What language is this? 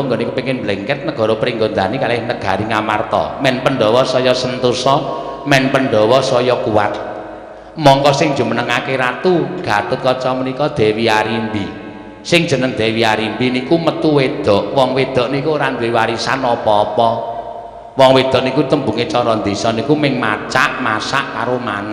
Javanese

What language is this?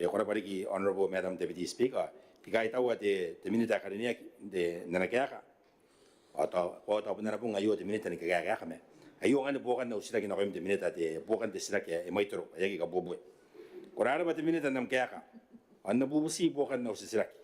Gilbertese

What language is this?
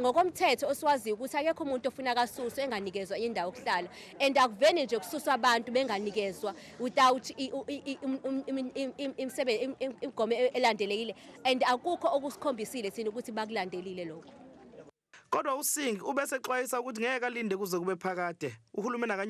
Zulu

